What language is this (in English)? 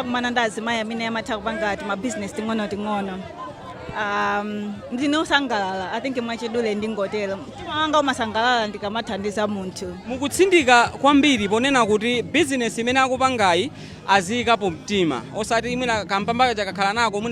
Nyanja